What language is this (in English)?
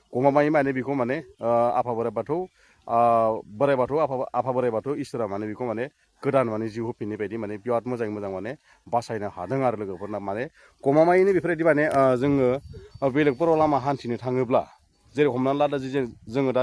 Bodo